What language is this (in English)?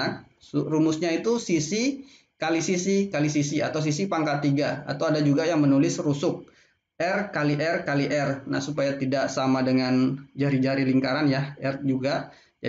Indonesian